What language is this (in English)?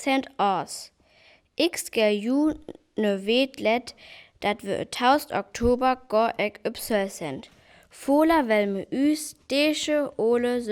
Northern Frisian